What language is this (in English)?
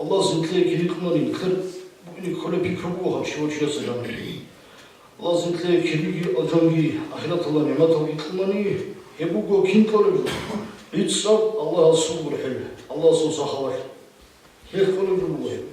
Avaric